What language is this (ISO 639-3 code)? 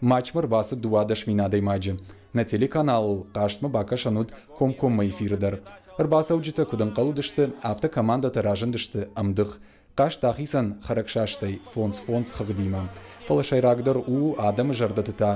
oss